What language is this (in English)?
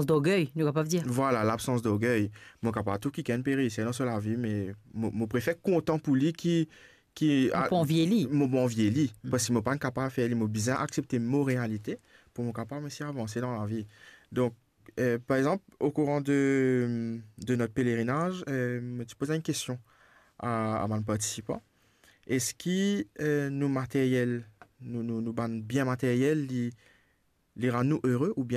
Morisyen